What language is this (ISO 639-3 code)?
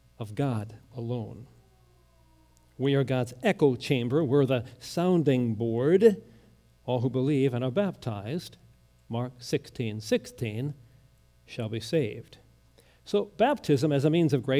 eng